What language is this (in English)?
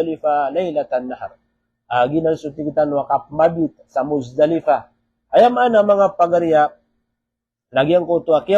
Maranao